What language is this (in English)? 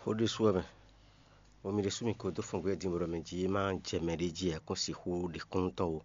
Fon